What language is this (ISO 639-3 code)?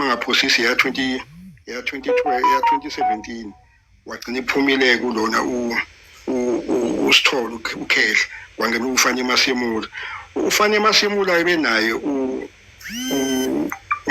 zul